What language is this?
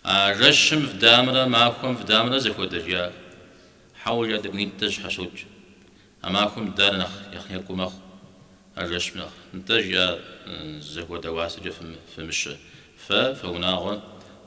Kabardian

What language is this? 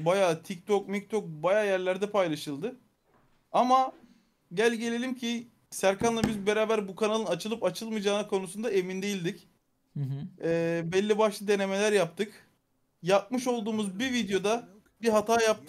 Turkish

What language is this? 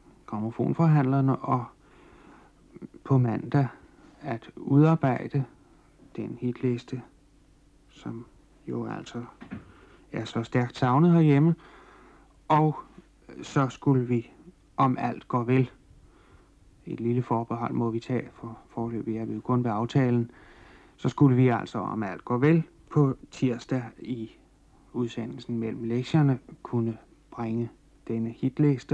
Danish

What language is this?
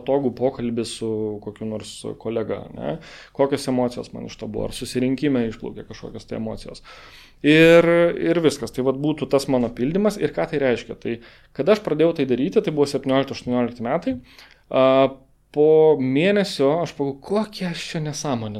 Lithuanian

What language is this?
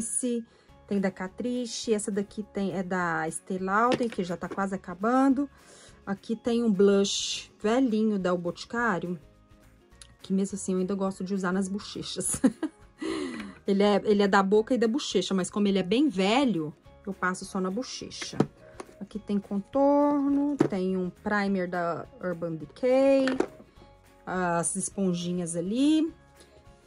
Portuguese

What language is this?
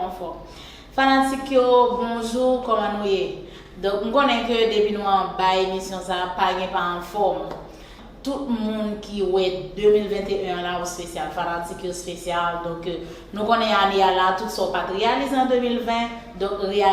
Haitian Creole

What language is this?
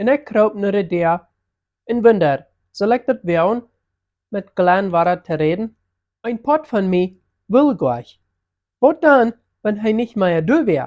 Plautdietsch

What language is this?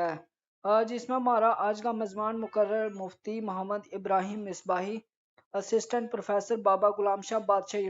Gujari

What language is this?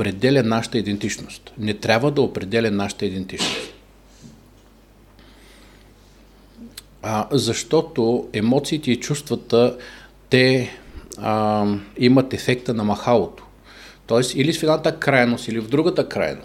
Bulgarian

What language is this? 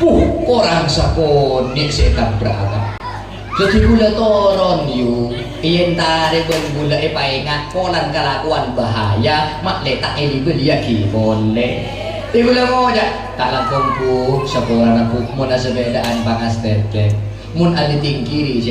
Madurese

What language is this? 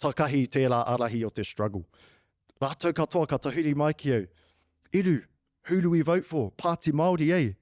Māori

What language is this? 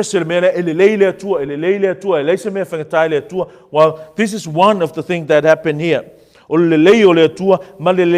Samoan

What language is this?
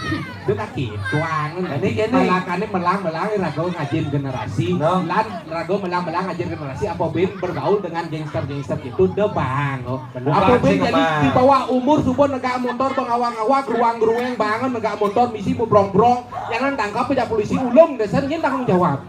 Balinese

